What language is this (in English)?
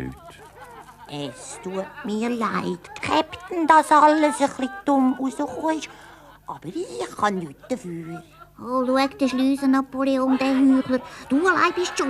Swiss German